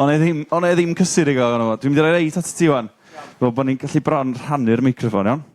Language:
Welsh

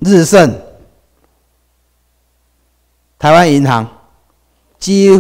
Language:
Chinese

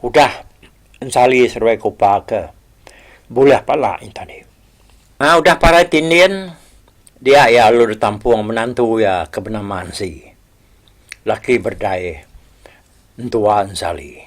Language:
Iban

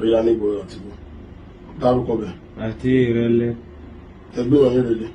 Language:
Yoruba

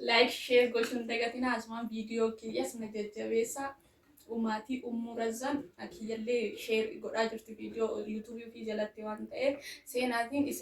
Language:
Oromo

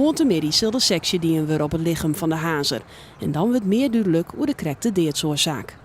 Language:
Western Frisian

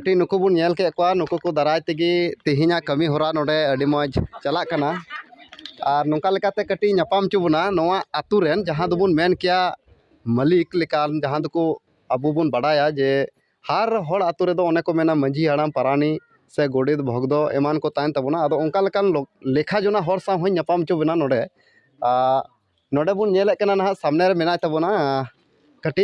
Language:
Santali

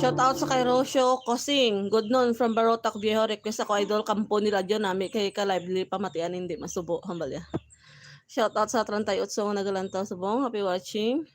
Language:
Hiligaynon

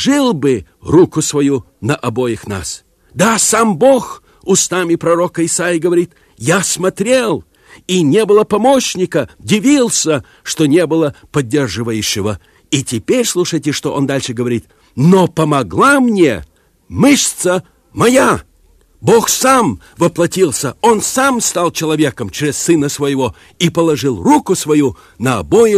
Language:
Russian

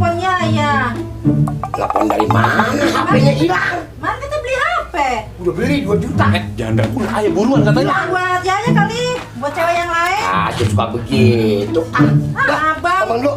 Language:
Betawi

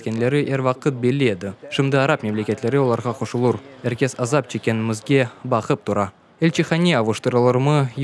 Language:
Crimean Tatar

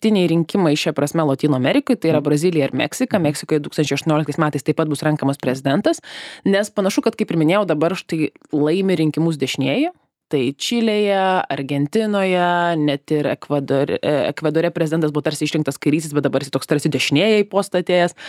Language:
Lithuanian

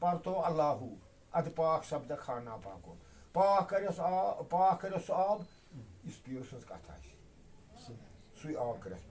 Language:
Kashmiri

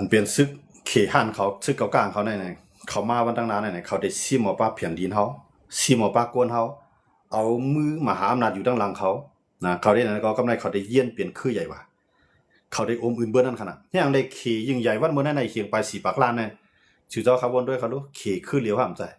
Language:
Shan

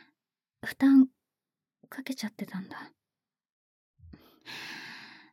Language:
Japanese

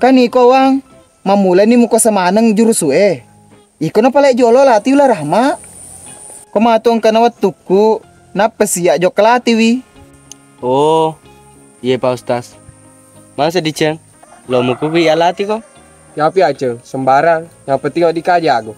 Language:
Buginese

